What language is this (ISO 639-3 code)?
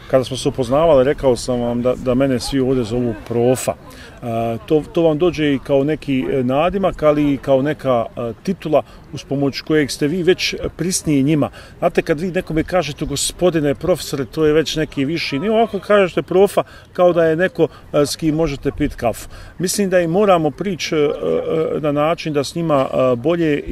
bos